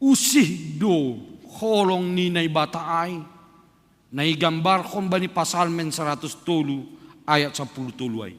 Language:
Batak Simalungun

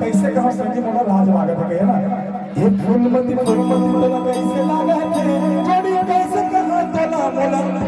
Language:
Chhattisgarhi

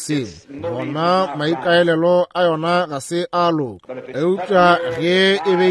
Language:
Northern Sotho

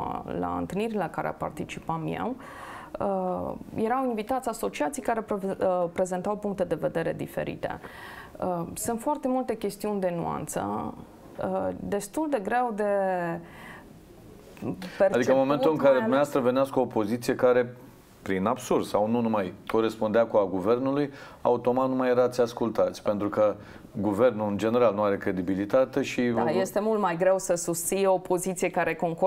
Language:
Romanian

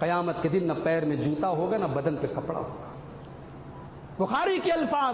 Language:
Urdu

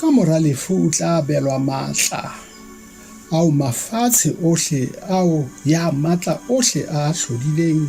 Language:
Southern Sotho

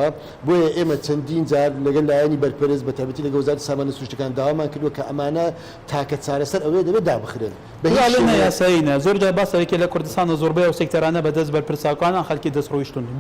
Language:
Central Kurdish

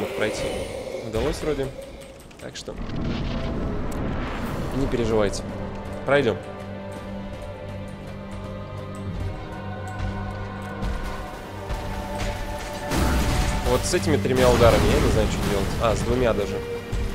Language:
Russian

